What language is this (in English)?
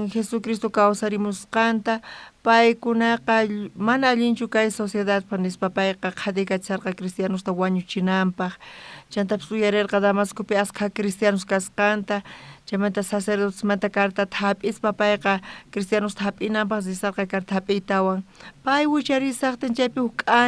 South Bolivian Quechua